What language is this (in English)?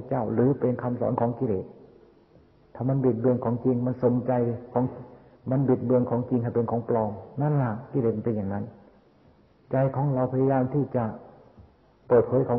Thai